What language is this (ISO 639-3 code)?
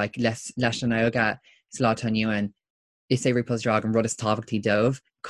gle